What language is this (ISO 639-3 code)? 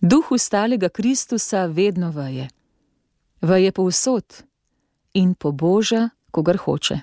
slv